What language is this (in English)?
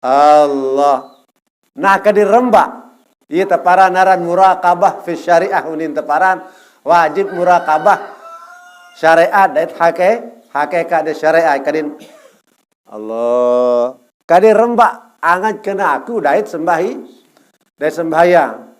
Sasak